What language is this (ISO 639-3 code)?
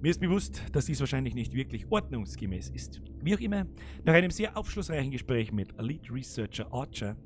bar